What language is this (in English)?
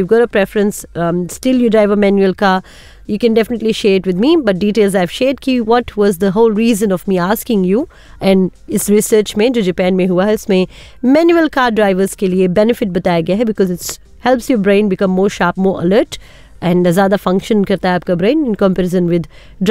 Hindi